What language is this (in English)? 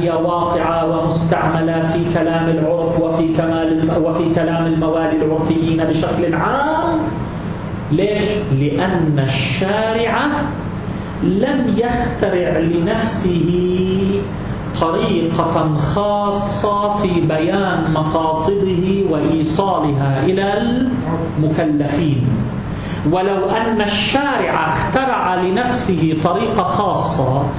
Arabic